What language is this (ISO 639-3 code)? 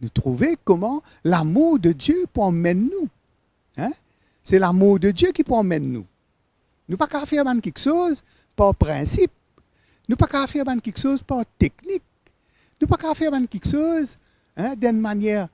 mfe